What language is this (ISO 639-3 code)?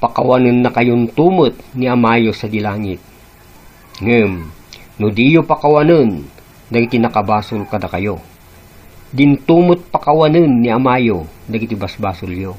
ilo